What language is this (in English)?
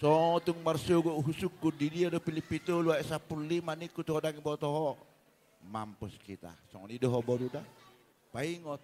Batak Toba